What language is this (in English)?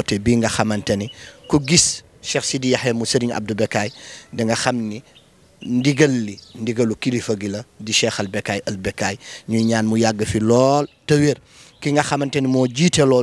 Wolof